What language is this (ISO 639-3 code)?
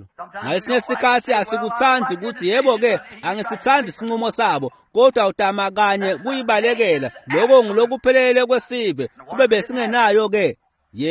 ssw